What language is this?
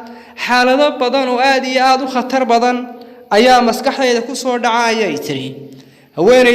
Somali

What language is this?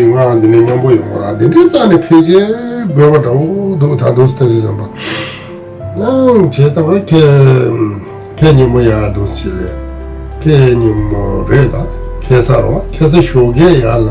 Tibetan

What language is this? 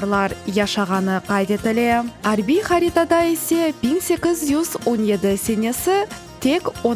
Crimean Tatar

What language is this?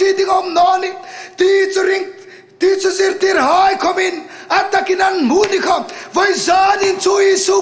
Hmar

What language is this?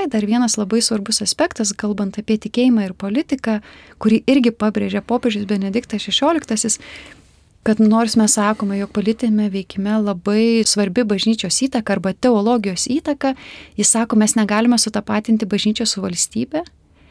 Lithuanian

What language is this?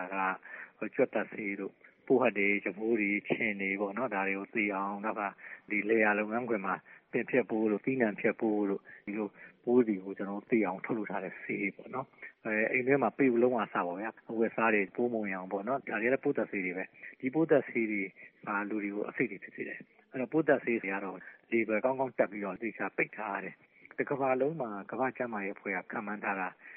Burmese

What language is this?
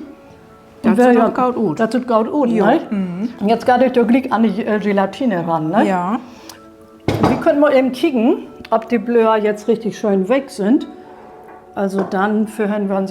Low German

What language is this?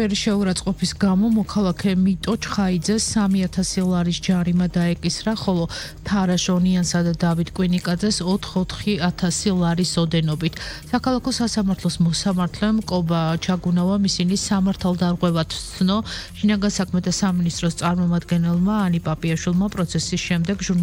Georgian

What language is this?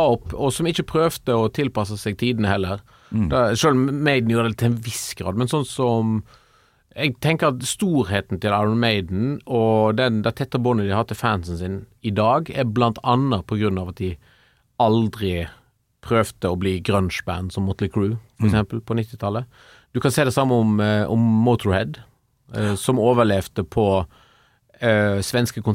Norwegian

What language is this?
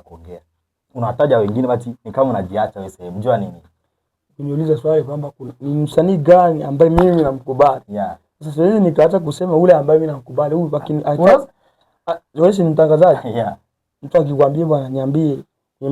Swahili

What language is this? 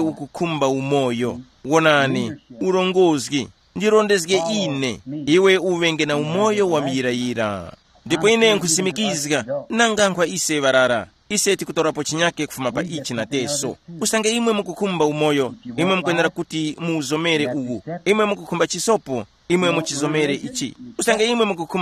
Tumbuka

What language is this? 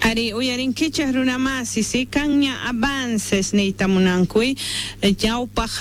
South Bolivian Quechua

